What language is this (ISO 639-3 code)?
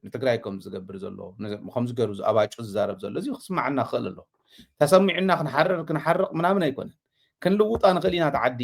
tir